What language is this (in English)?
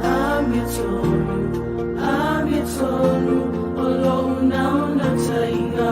Samoan